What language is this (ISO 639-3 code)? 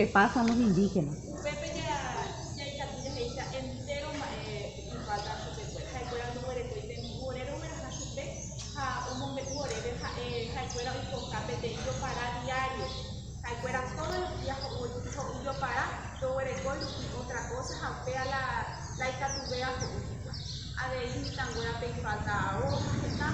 grn